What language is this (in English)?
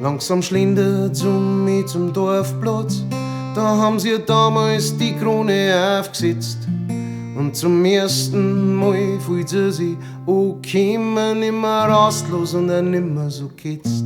Bavarian